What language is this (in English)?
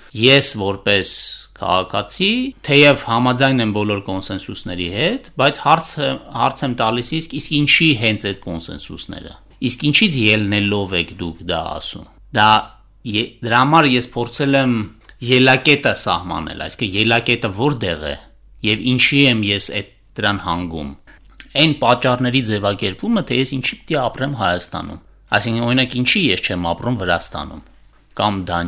Armenian